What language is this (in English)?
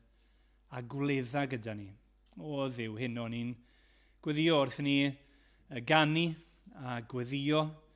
Welsh